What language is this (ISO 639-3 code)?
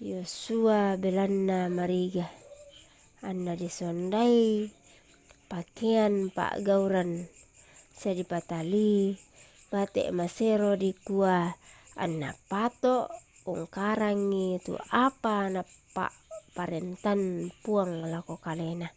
sda